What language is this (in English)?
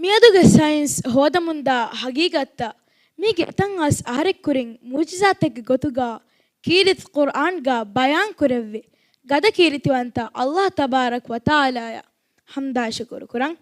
Divehi